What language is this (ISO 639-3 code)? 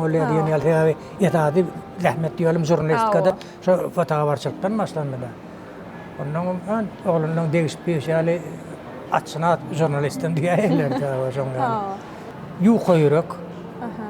tuk